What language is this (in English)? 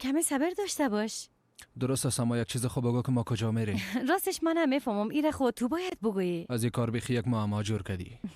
Persian